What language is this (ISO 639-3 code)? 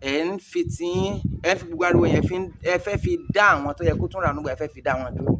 yor